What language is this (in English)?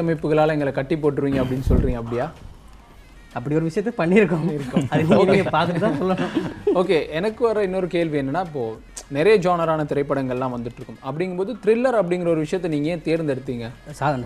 Tamil